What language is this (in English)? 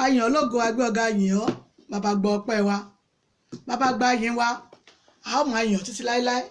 Yoruba